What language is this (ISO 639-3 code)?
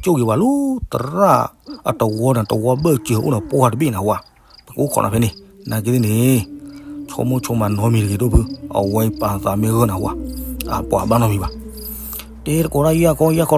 ksw